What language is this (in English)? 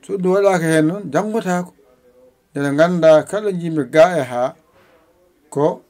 Fula